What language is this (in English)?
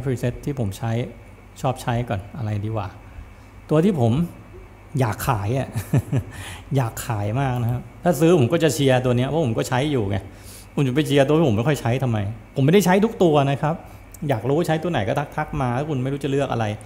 Thai